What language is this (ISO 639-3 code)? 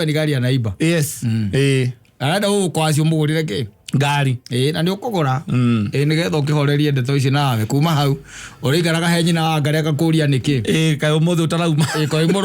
kik